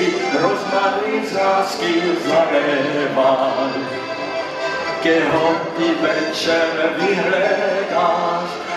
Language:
Czech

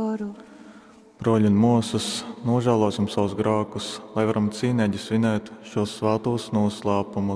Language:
Latgalian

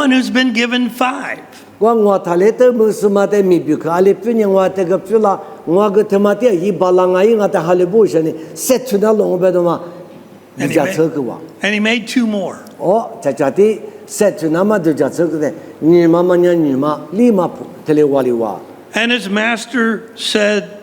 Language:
Lisu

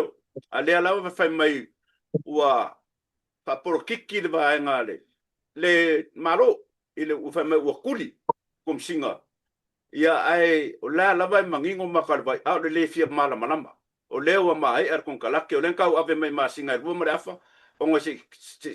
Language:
Samoan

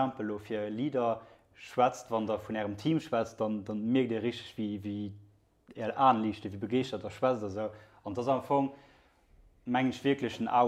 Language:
Luxembourgish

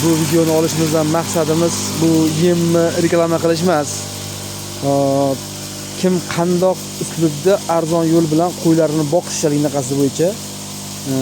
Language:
Uzbek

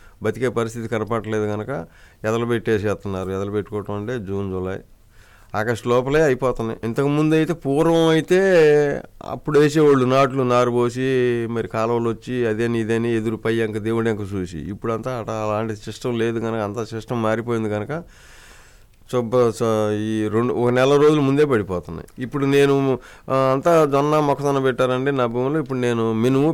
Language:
Telugu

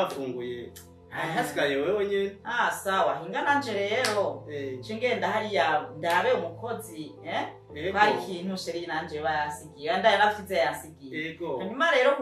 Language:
Rundi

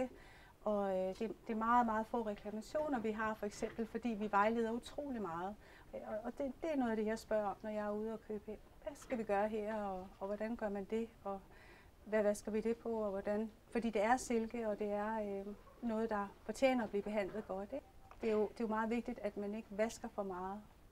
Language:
Danish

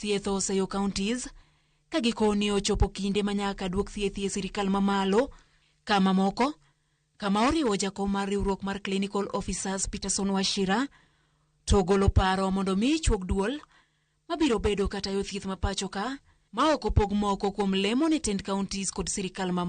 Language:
Luo (Kenya and Tanzania)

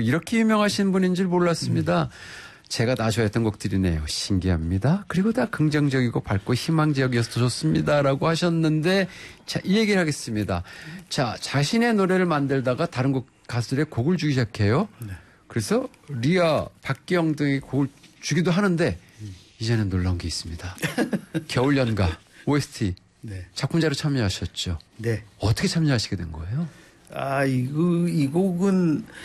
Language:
Korean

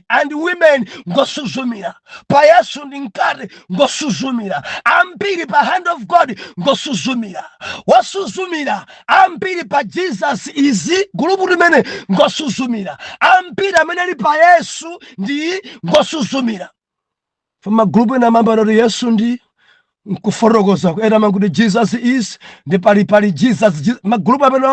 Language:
Nyanja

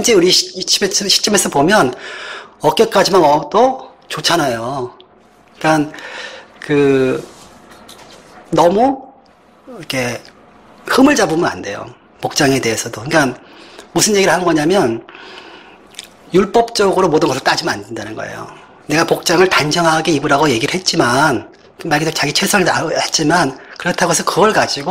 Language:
Korean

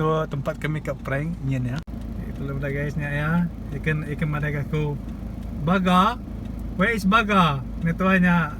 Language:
Iban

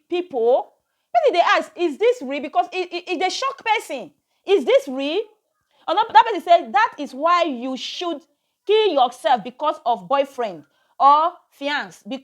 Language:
Nigerian Pidgin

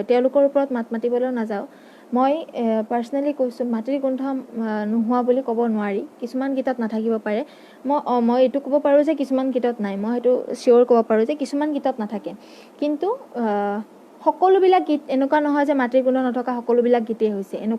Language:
Assamese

